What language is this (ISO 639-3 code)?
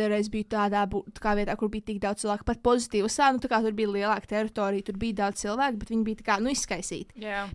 lav